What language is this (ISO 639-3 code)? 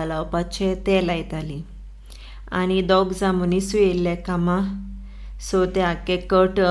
kok